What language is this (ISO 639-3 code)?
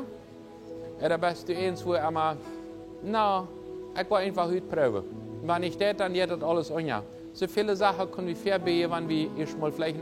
pdt